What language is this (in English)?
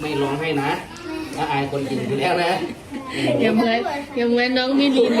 Northeastern Thai